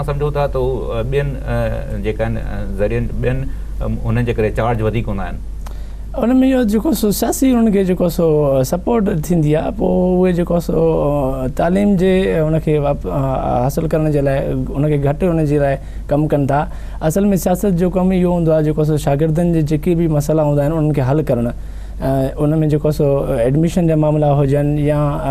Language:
Sindhi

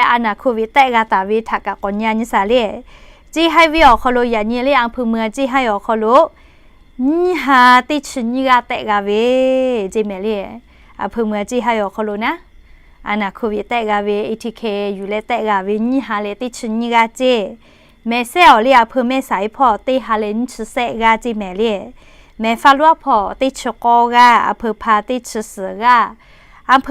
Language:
Lahu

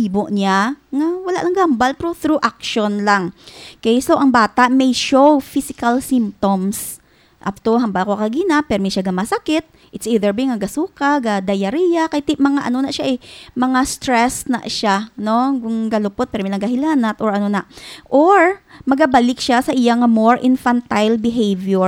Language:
Hiligaynon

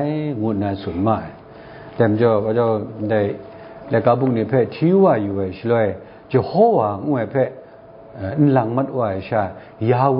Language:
Kachin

